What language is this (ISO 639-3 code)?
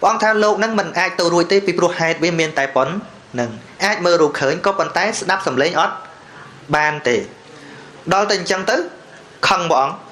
khm